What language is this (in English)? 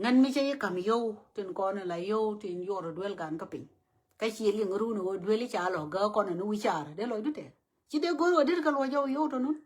Nuer